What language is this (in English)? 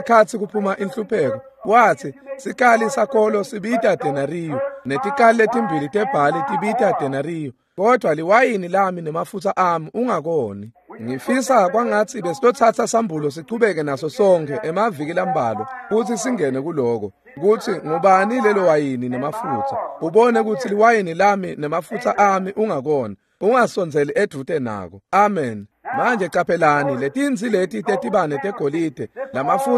Swati